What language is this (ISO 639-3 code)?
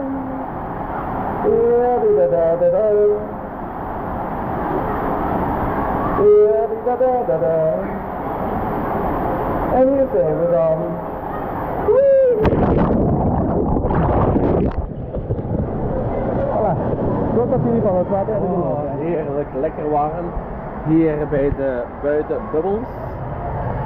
nld